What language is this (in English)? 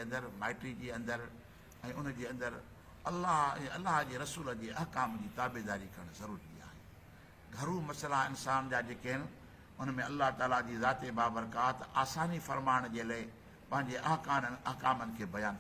Sindhi